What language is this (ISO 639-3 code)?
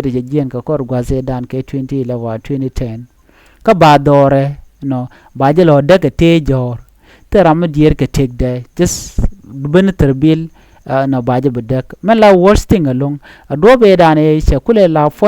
nus